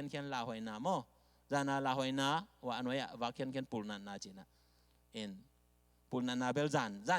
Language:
Tedim Chin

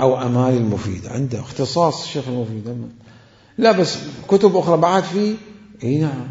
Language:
Mesopotamian Arabic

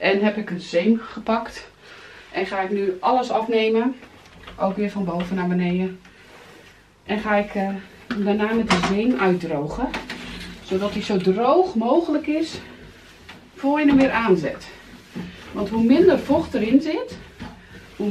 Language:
Dutch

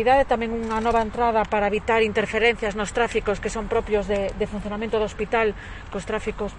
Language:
Galician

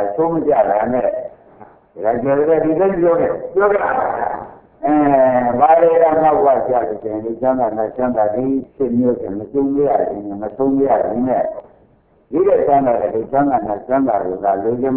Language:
Burmese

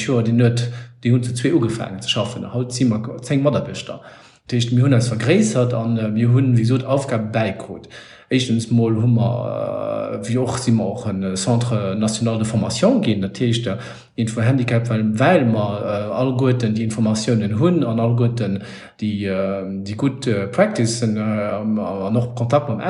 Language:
Luxembourgish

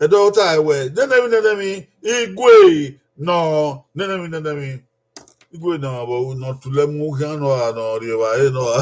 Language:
Bini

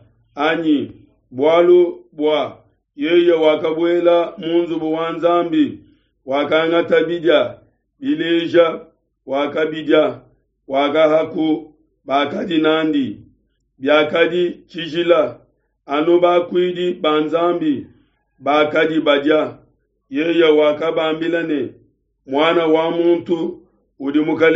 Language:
Luba-Lulua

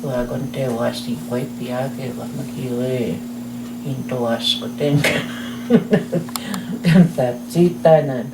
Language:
Plains Cree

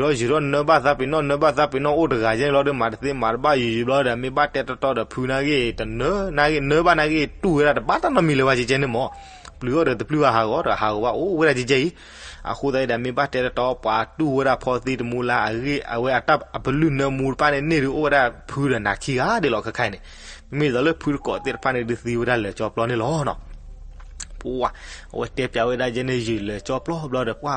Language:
S'gaw Karen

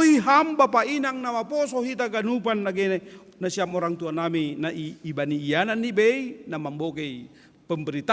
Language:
Batak Simalungun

